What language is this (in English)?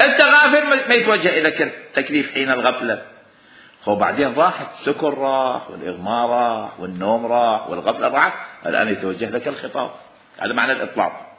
Mesopotamian Arabic